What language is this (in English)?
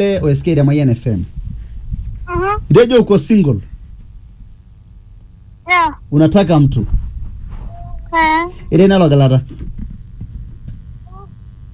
Swahili